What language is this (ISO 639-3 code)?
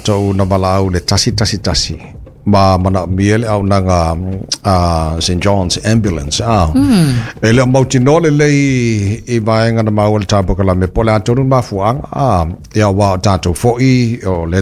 smo